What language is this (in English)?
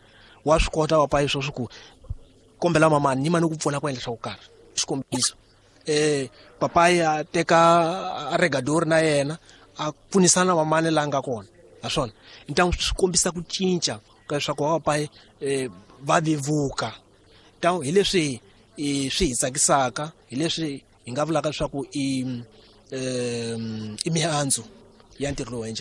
Tsonga